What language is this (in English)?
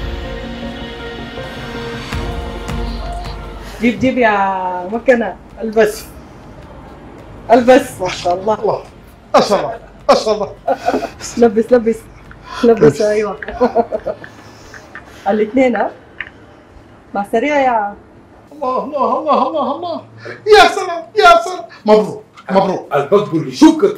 Sudanese Arabic